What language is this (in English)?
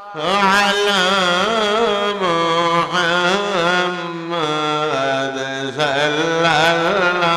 Bangla